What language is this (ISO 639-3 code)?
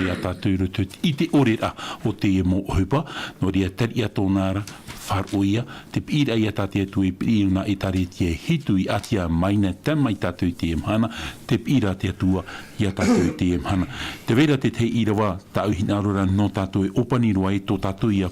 tah